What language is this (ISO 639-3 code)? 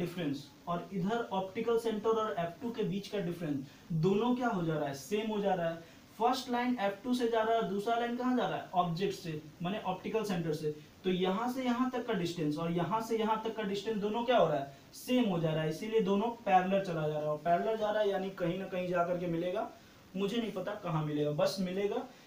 hin